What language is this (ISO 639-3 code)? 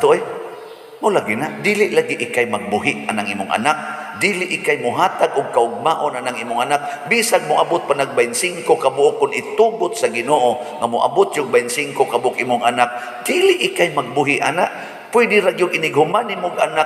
ceb